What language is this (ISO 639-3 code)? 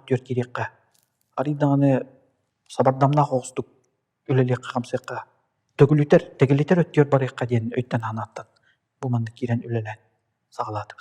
sah